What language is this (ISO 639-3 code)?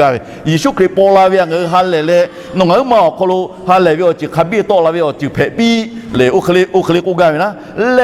lhu